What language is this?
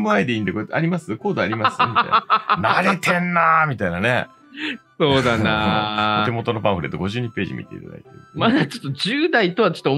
Japanese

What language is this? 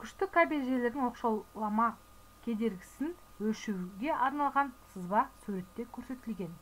Kazakh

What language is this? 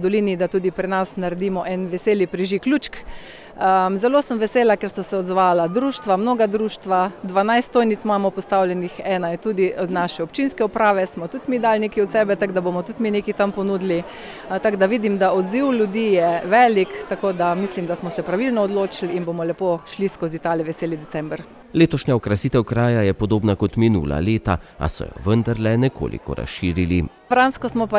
Slovenian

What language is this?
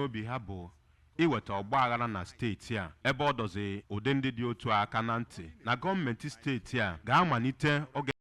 Igbo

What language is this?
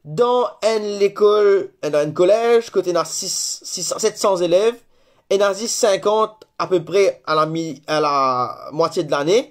Morisyen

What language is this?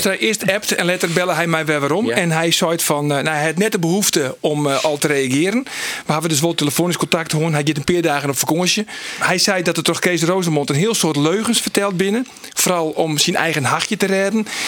Western Frisian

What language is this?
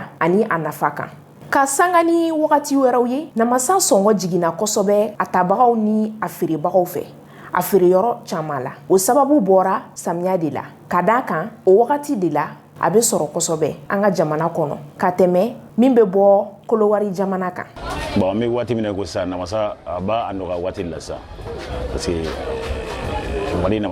Bambara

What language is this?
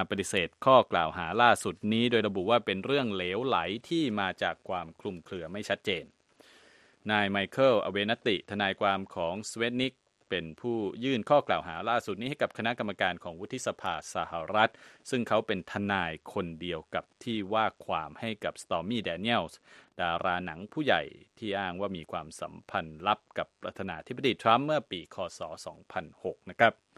Thai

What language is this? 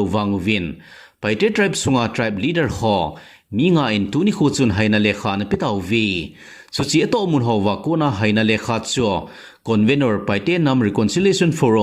Thado Chin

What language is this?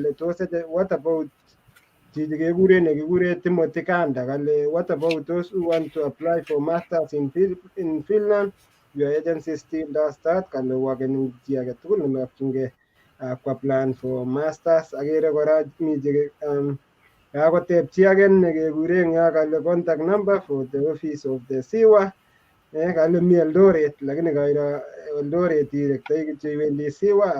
Kalenjin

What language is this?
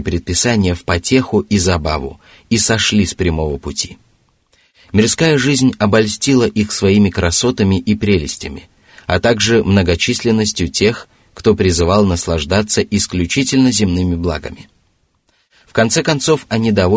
Russian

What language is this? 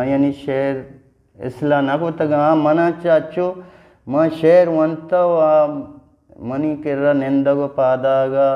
Eastern Balochi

